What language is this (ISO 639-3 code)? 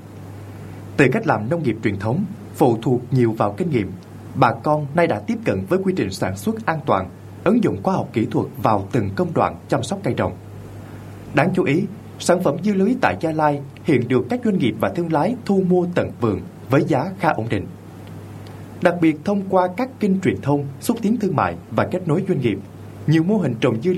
vie